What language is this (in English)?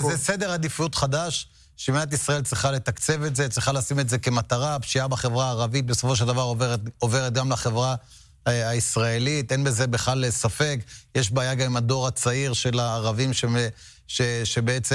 Hebrew